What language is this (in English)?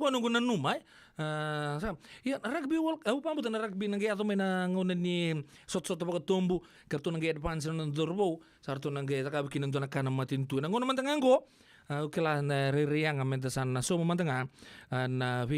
Fijian